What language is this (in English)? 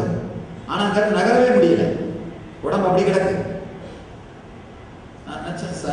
Tamil